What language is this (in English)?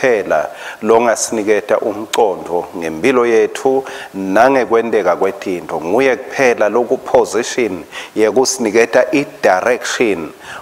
Swati